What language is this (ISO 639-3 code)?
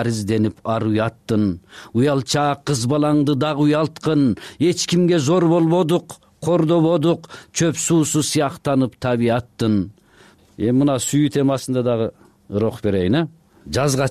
kir